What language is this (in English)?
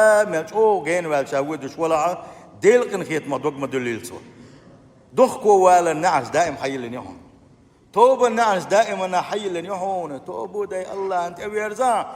Chechen